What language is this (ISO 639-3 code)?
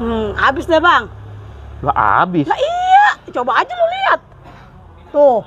bew